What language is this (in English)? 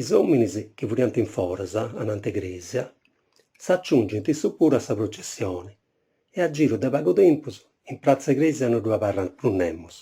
Sardinian